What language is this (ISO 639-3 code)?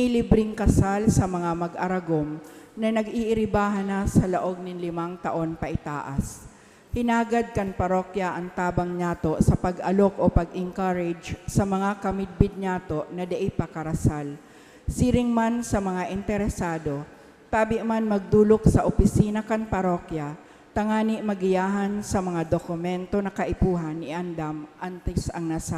bik